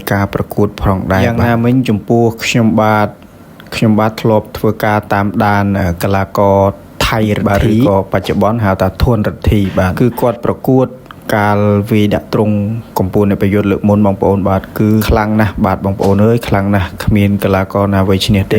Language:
Khmer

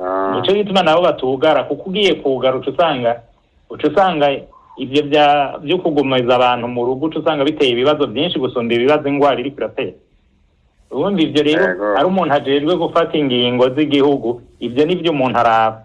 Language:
Rundi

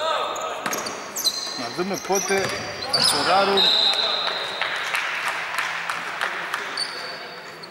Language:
Greek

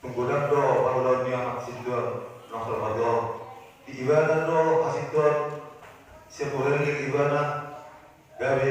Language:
Batak Toba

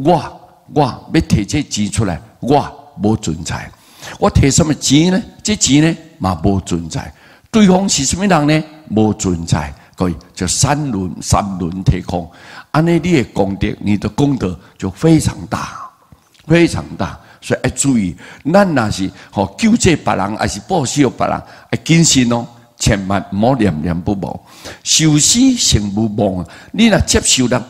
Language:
Min Nan Chinese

